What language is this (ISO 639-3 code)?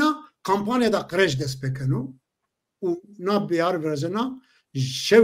zza